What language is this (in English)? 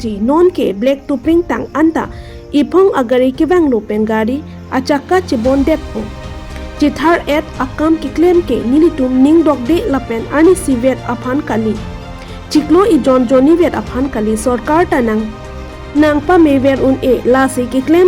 Karbi